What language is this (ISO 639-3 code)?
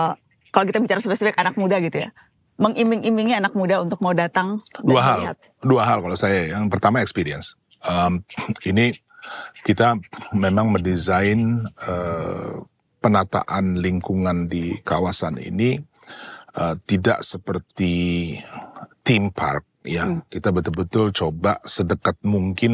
ind